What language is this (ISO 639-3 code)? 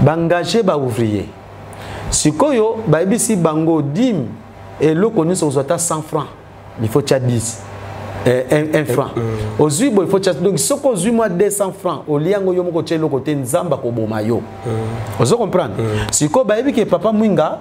lin